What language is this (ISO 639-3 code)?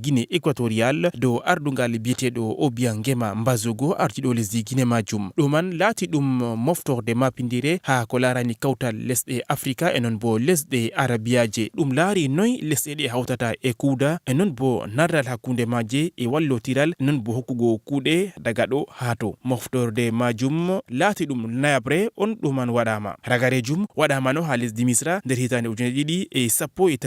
ful